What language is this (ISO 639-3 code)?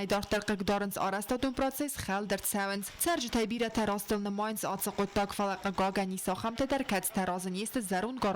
oss